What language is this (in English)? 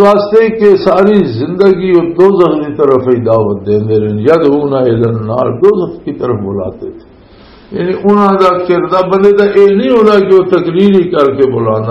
Western Panjabi